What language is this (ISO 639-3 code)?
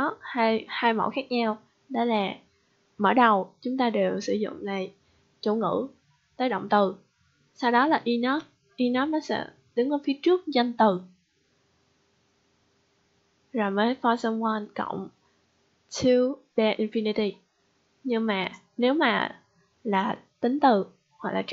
vie